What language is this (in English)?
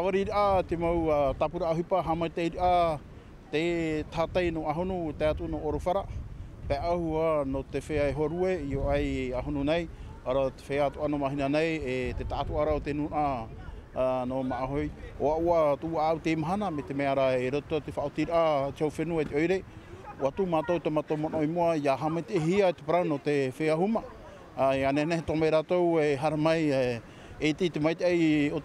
Tahitian